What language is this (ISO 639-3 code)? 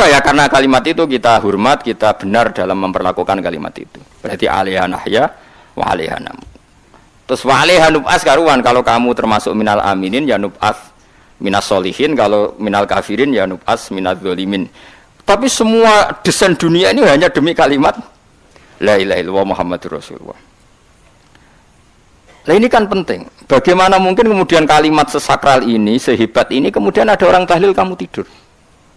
ind